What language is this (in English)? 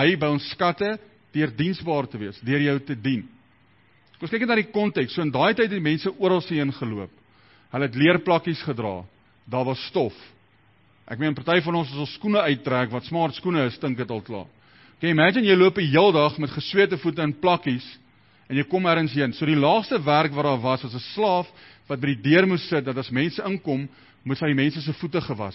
Afrikaans